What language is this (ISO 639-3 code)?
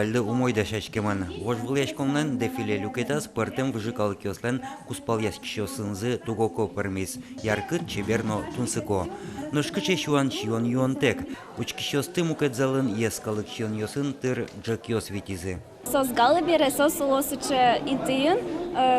udm